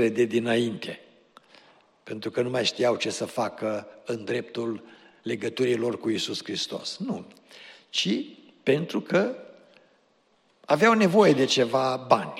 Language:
Romanian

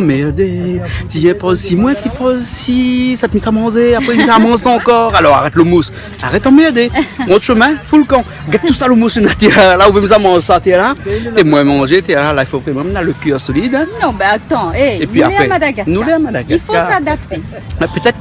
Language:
Réunion Creole French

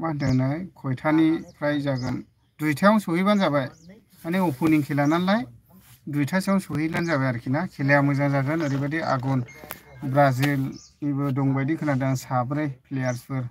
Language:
Bodo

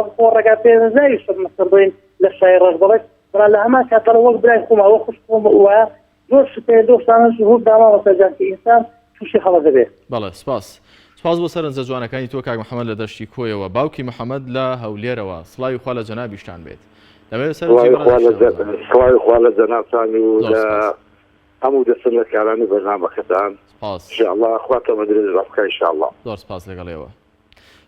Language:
Central Kurdish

